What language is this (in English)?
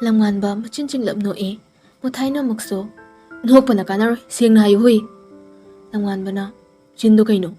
Manipuri